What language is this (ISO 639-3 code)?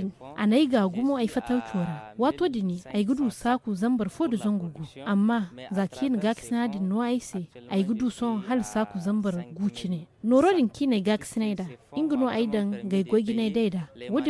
dje